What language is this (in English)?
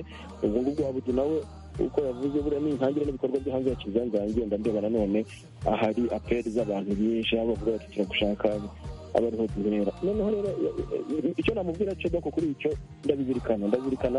Kinyarwanda